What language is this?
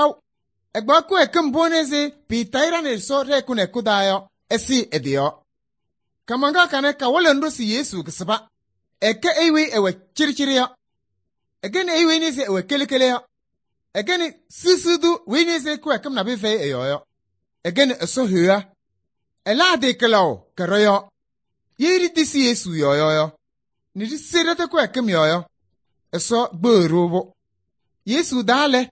Kabiyè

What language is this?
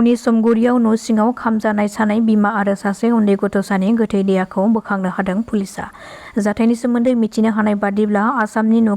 Bodo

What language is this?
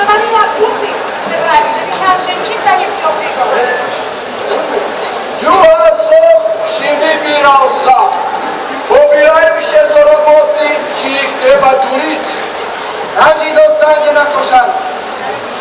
Slovak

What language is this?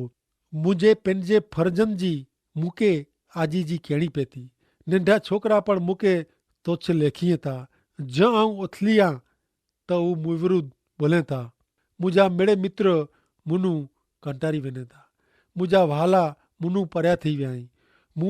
Kachhi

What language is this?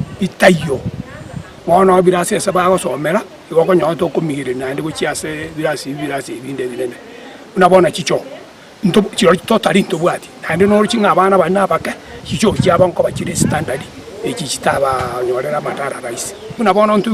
Gusii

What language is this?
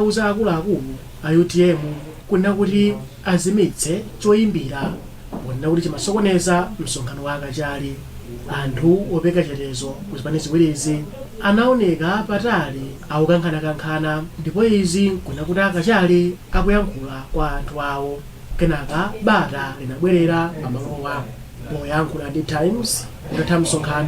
Nyanja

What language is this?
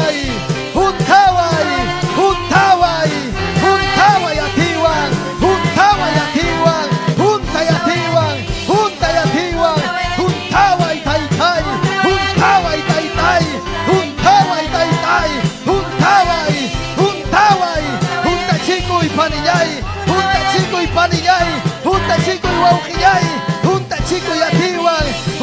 Ayacucho Quechua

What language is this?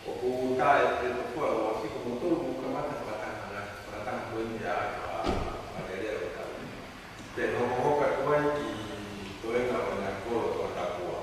Tongan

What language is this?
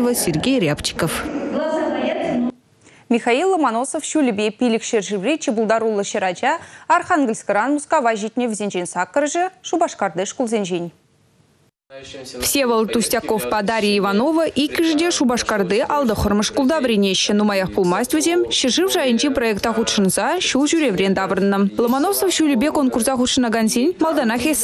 Chuvash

